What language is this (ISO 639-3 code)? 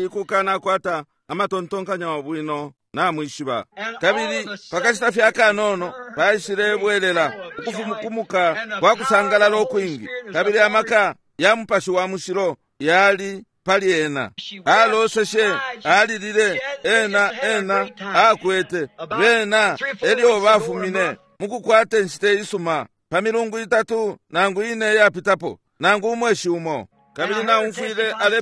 bem